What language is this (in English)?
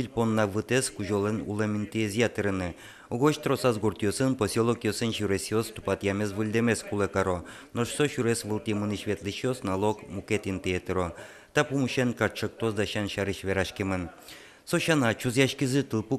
Udmurt